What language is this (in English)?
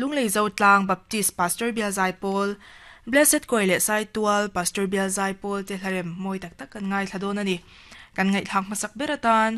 Mizo